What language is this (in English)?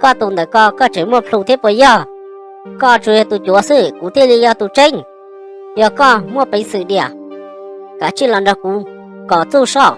Hmong